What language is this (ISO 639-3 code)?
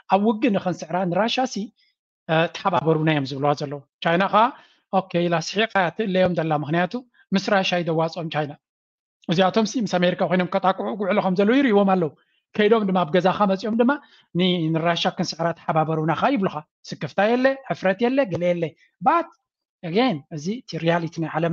tir